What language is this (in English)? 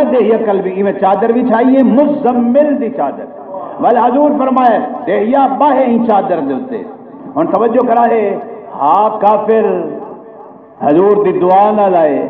Saraiki